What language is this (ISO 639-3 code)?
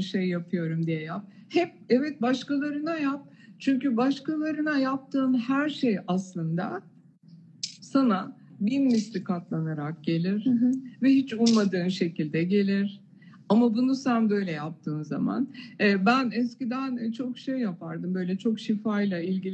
tur